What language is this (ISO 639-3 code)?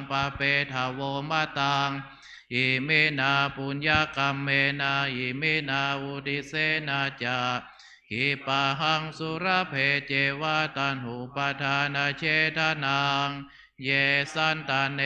pli